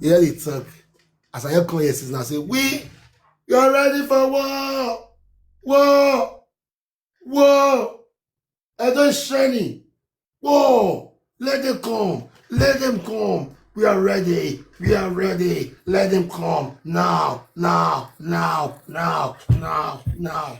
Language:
Nigerian Pidgin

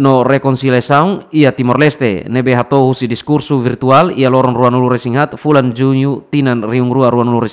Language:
Tetum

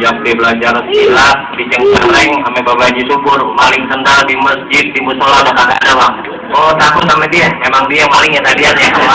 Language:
Betawi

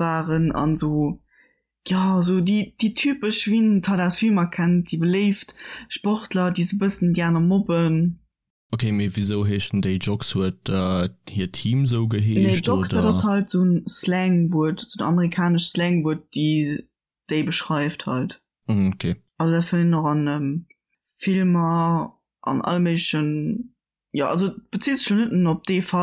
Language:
Luxembourgish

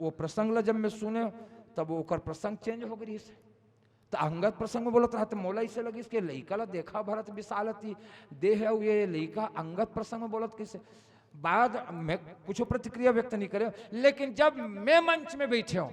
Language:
Chhattisgarhi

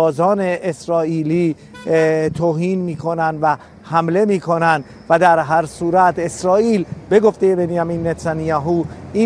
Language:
Persian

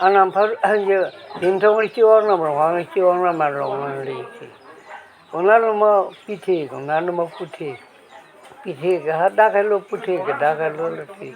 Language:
Karbi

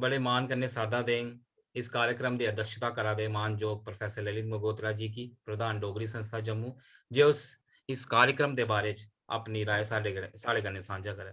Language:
Dogri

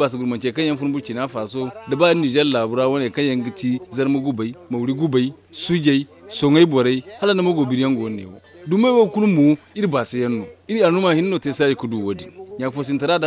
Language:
Zarma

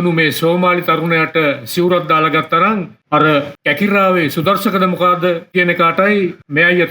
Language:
Sinhala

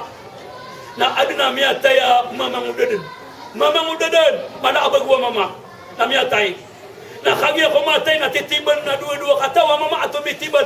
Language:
Maranao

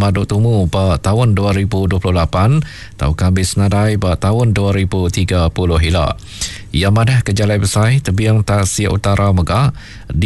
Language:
Iban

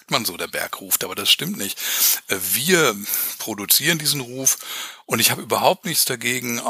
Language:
German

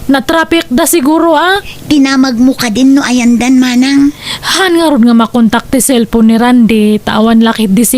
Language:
Iloko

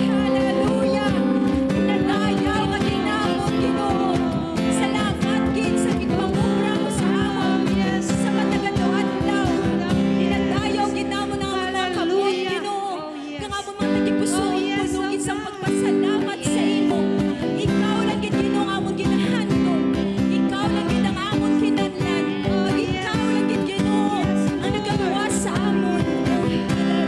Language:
Hiligaynon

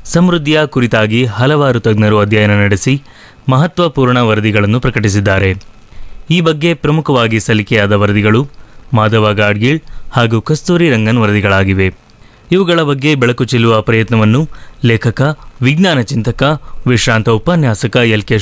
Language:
Kannada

